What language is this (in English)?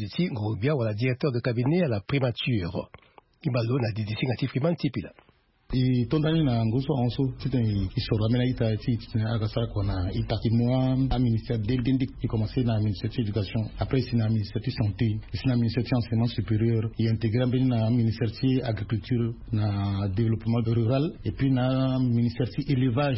Sango